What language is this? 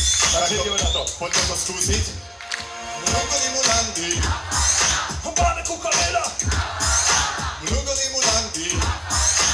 Slovak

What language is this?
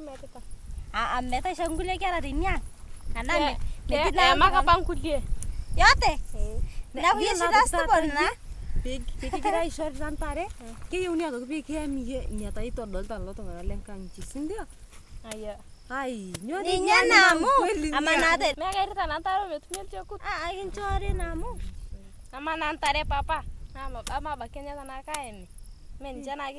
Masai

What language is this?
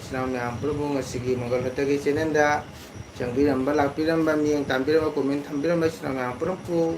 Manipuri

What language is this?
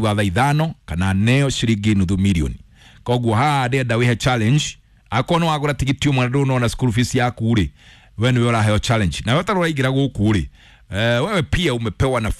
Kikuyu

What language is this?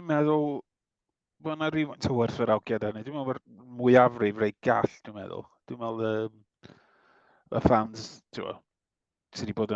Welsh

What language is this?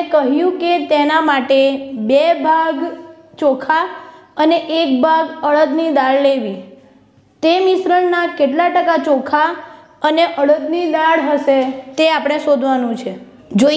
Gujarati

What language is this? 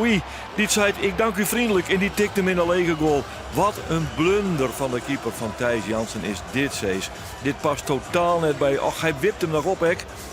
Western Frisian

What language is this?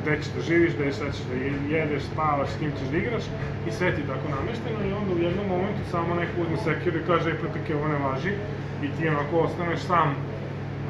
Serbian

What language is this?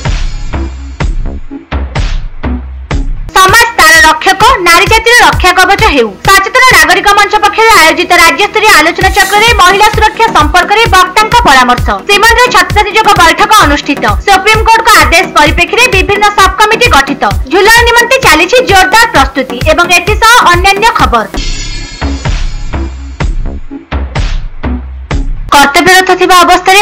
Odia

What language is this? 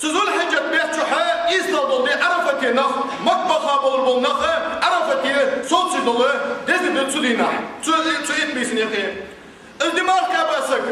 Ingush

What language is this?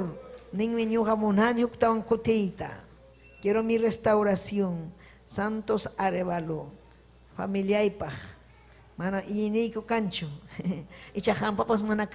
Ayacucho Quechua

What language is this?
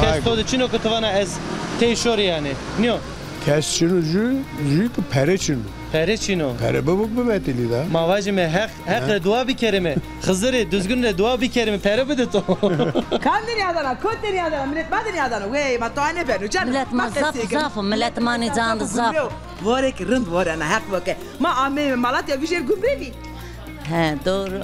Zaza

